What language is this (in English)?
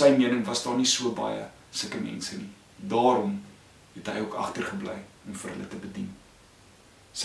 Afrikaans